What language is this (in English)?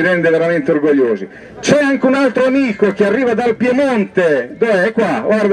Italian